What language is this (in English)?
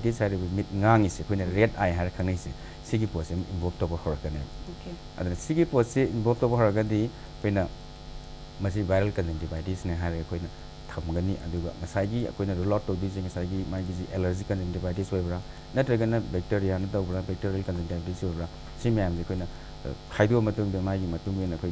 Manipuri